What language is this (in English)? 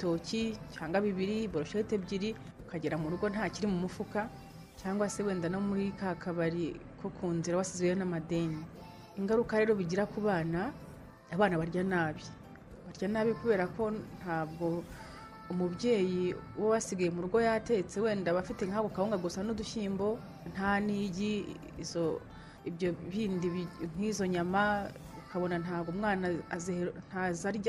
Kinyarwanda